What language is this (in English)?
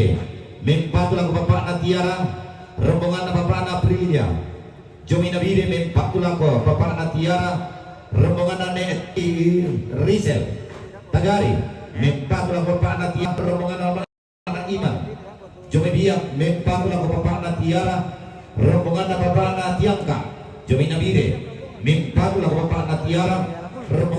Toraja-Sa'dan